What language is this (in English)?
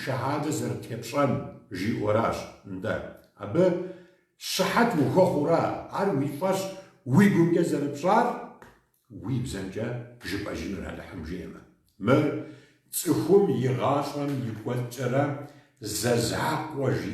Kabardian